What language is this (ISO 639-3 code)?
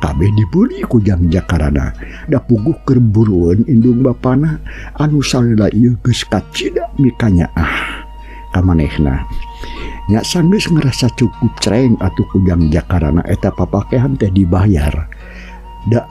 sun